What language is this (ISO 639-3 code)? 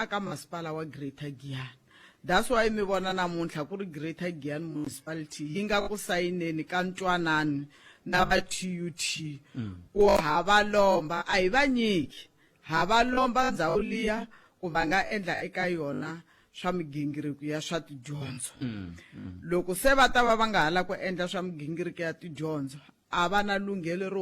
tso